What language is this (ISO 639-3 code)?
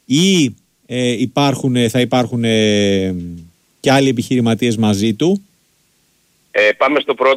ell